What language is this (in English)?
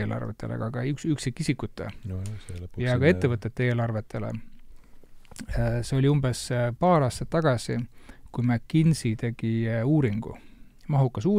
Estonian